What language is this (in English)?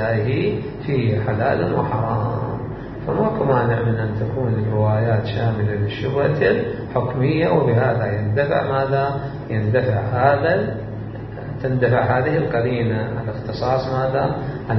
Mesopotamian Arabic